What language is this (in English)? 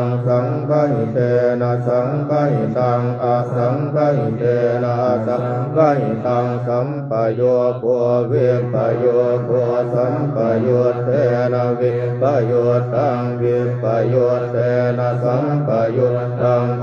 Pali